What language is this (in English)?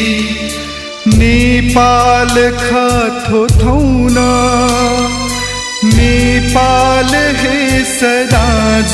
Newari